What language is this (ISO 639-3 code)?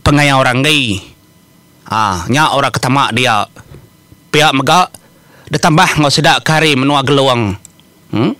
iba